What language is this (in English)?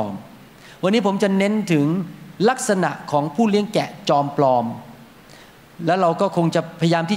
Thai